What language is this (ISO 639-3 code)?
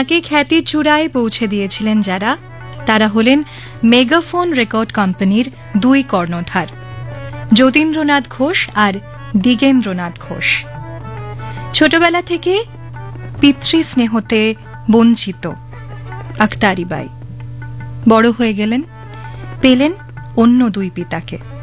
ben